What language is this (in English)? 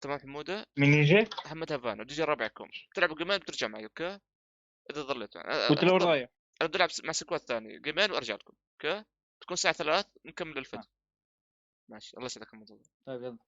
North Levantine Arabic